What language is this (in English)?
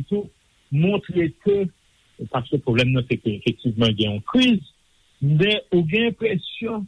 Haitian Creole